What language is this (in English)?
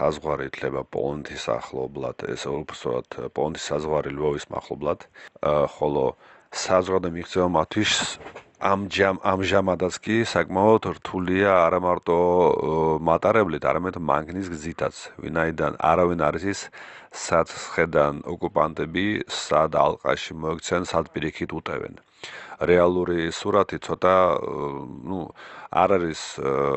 Georgian